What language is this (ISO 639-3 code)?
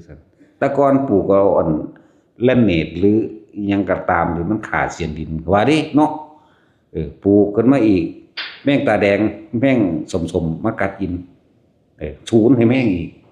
tts